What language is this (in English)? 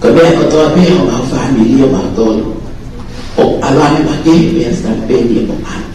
Tongan